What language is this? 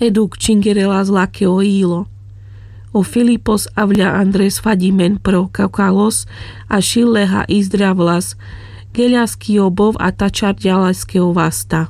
Carpathian Romani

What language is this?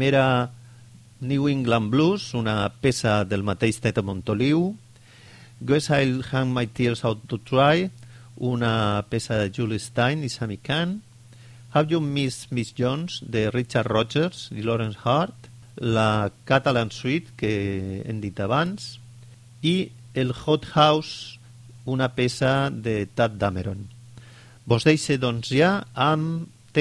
Catalan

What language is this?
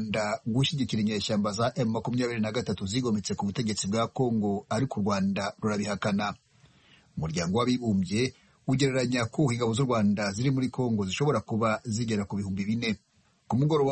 Kinyarwanda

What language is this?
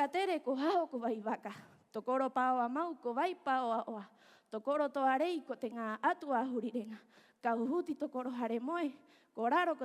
Rapanui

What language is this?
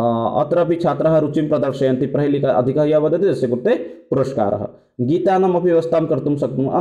Sanskrit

